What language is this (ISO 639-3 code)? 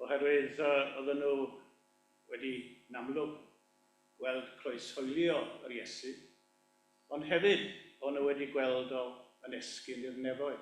cym